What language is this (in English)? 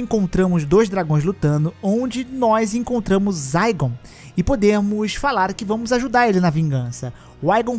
Portuguese